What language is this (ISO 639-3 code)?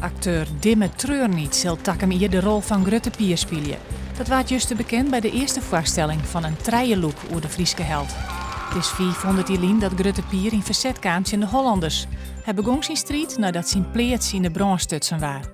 fry